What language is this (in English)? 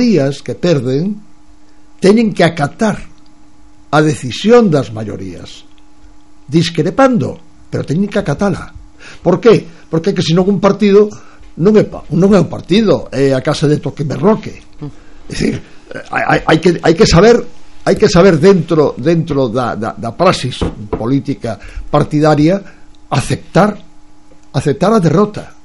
Galician